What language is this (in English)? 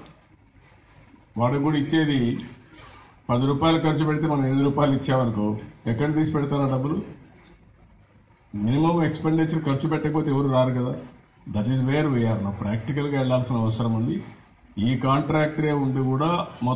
Telugu